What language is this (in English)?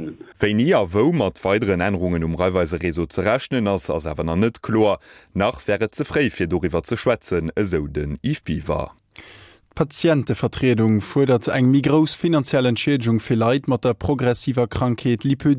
Luxembourgish